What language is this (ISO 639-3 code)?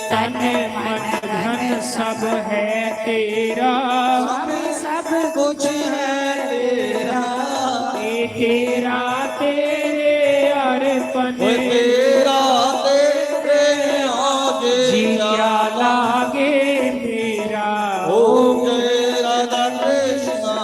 doi